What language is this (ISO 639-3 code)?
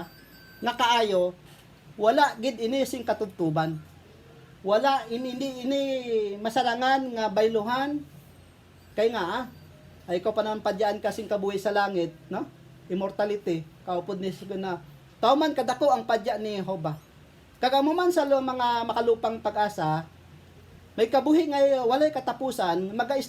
hil